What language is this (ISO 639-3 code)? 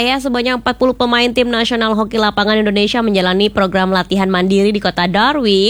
ind